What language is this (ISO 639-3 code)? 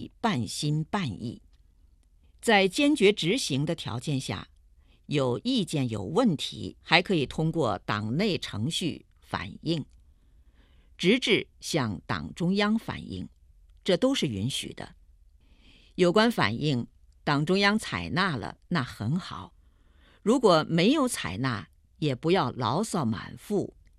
zho